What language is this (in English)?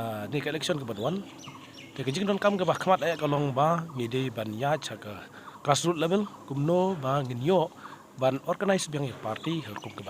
Khasi